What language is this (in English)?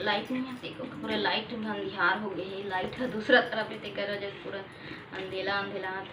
Chhattisgarhi